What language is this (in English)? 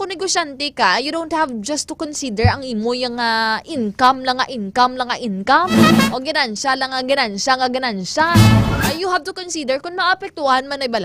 Hiligaynon